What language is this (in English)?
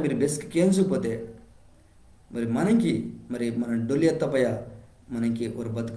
Koya